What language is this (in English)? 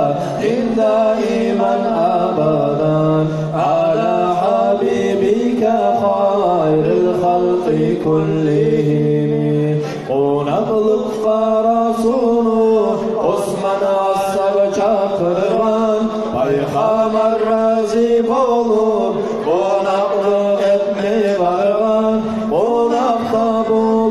Kumyk